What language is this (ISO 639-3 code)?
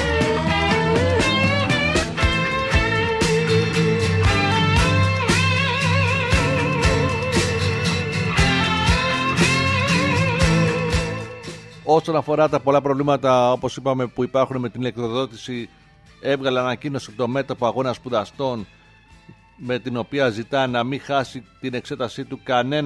ell